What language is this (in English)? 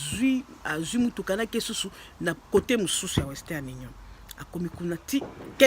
Lingala